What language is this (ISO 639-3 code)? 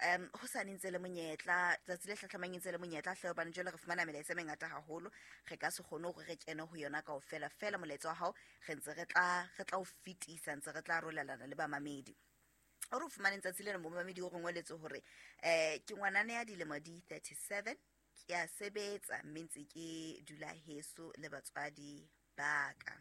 sot